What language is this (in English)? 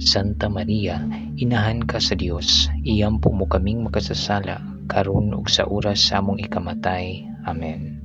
Cebuano